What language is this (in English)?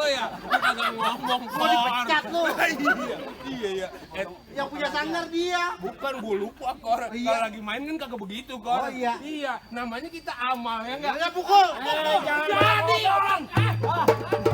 Betawi